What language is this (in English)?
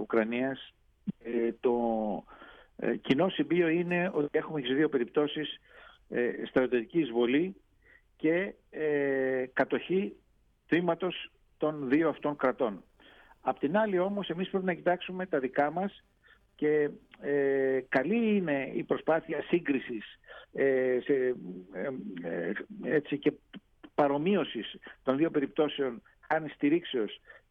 Greek